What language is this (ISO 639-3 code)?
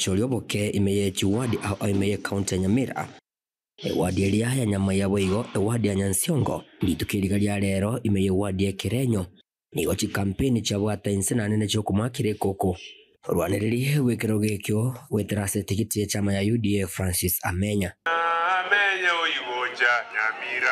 guz